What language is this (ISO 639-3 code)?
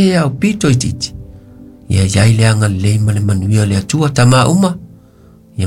smo